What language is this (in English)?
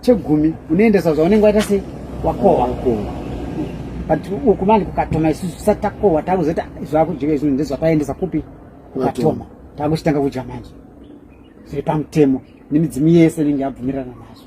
Shona